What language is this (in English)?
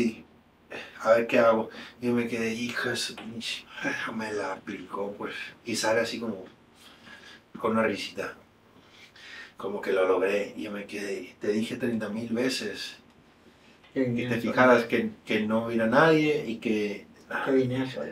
Spanish